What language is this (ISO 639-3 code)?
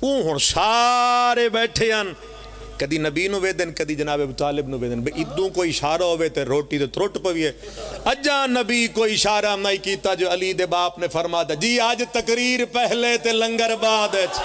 phr